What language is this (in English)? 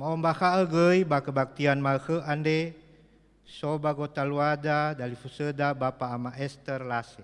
Nias